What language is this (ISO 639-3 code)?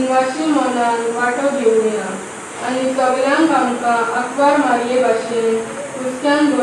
kok